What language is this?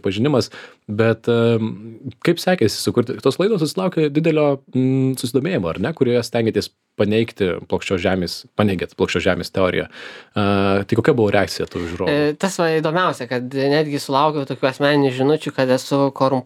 Lithuanian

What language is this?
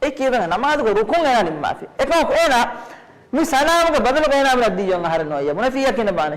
Divehi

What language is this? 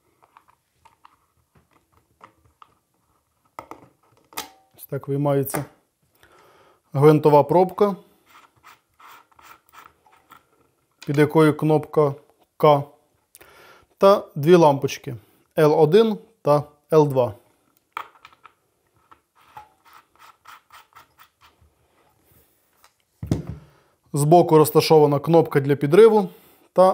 Ukrainian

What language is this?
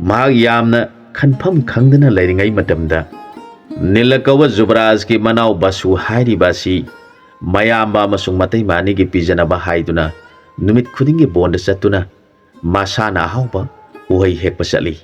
Manipuri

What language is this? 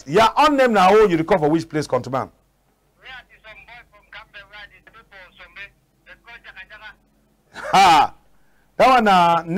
Cameroon Pidgin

